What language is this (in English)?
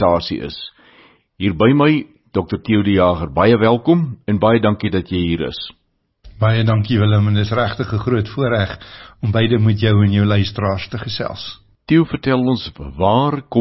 Afrikaans